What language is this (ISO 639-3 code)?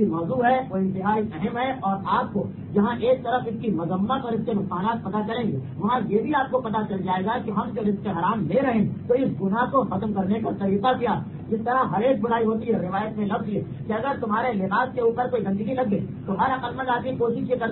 urd